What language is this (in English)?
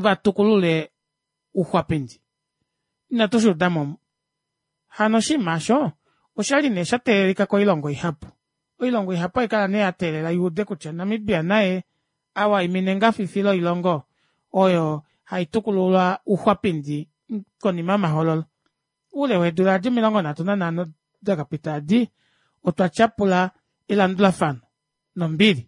Kuanyama